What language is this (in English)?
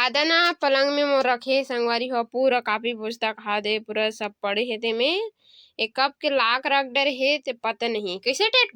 Chhattisgarhi